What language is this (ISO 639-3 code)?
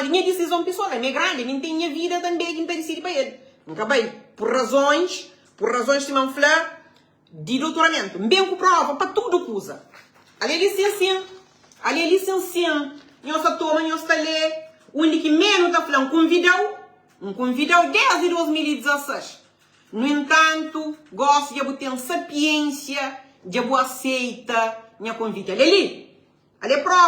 kea